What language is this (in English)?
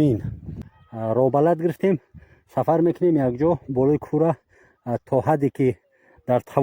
Tajik